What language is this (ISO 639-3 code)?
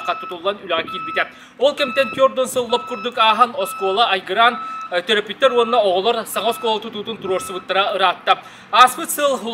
sah